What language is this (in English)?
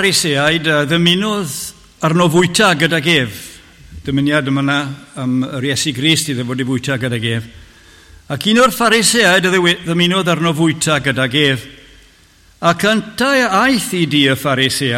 Welsh